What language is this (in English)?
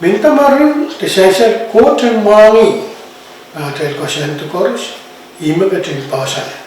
Pohnpeian